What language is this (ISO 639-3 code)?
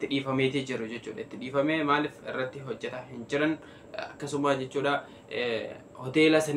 orm